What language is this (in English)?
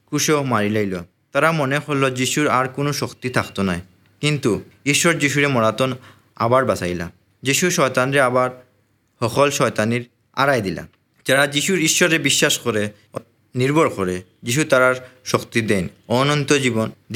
Assamese